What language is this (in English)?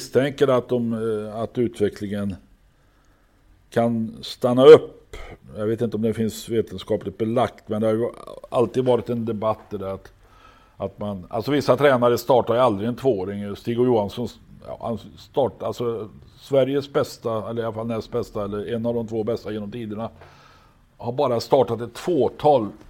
Swedish